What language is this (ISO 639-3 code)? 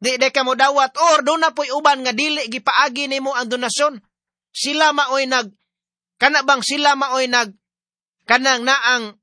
ceb